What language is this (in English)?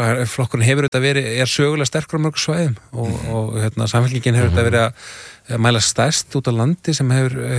Icelandic